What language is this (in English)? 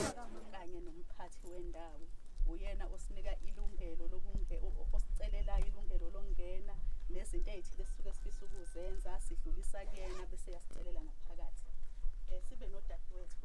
Zulu